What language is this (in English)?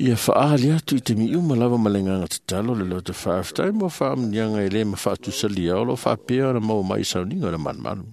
Samoan